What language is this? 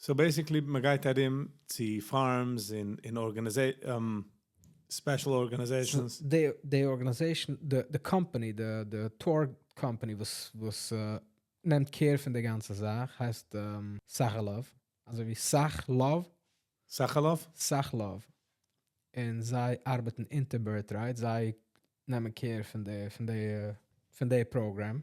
Yiddish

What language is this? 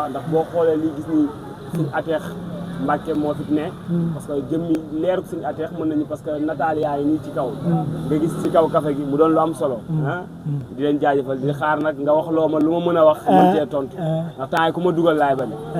Wolof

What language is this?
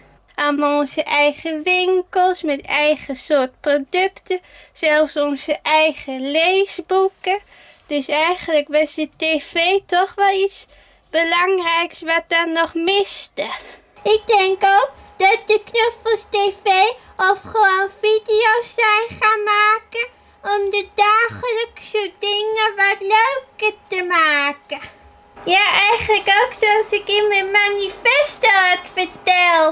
Dutch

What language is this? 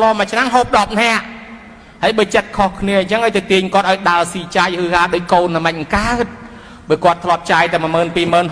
Khmer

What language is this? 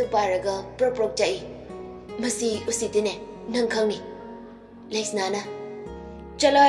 Manipuri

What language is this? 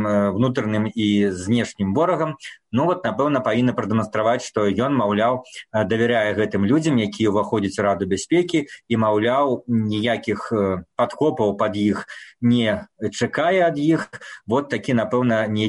Belarusian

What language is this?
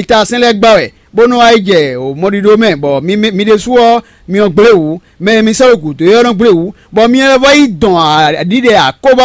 Fon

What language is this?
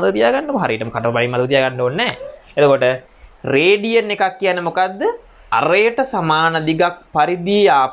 Sinhala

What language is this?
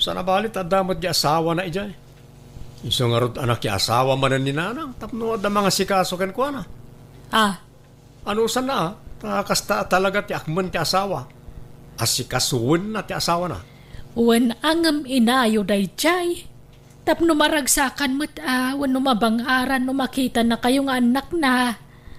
Iloko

